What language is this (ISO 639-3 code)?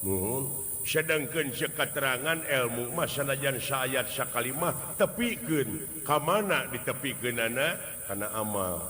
sun